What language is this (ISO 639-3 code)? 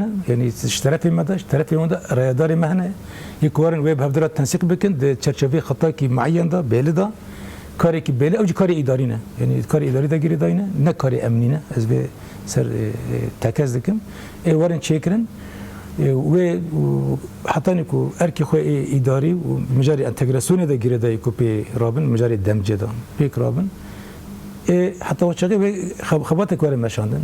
kur